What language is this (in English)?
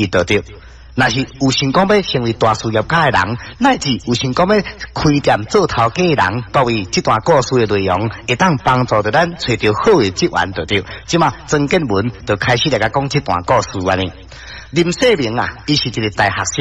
Min Nan Chinese